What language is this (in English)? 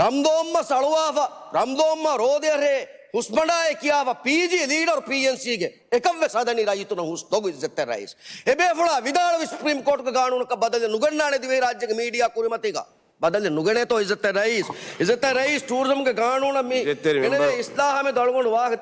Divehi